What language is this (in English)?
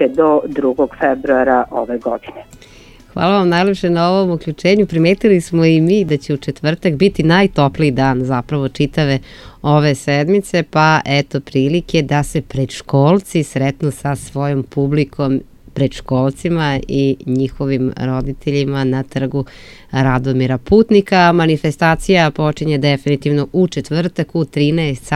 Serbian